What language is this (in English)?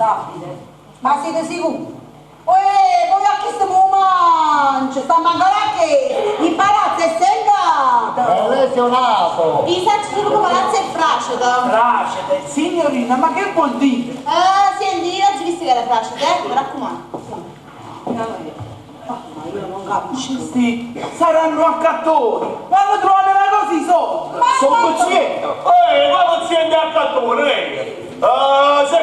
Neapolitan